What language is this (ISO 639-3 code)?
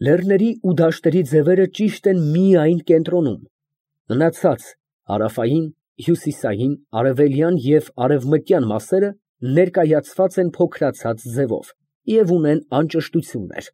hye